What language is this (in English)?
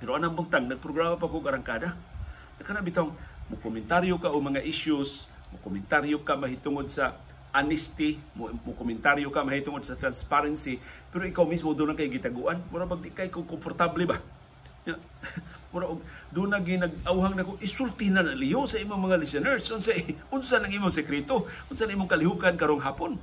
Cebuano